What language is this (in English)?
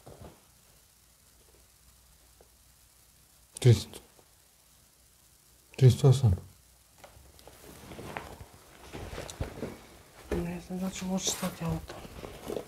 Croatian